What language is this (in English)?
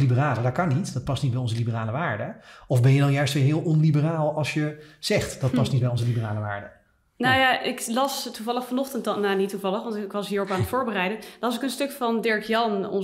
Dutch